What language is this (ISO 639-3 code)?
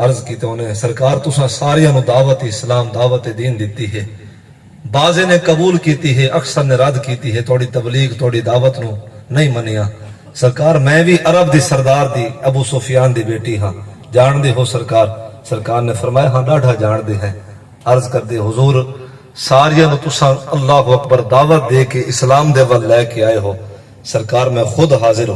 skr